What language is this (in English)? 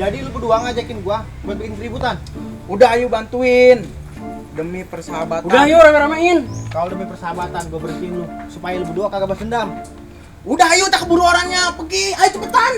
Betawi